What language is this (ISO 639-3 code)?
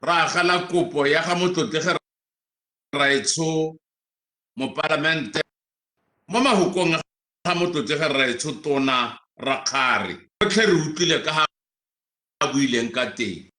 tsn